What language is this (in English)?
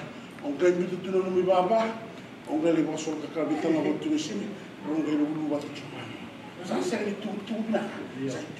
Fijian